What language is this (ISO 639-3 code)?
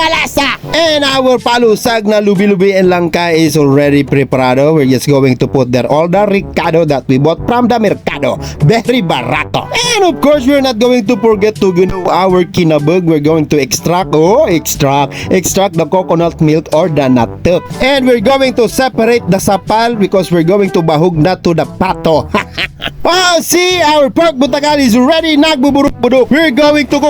bik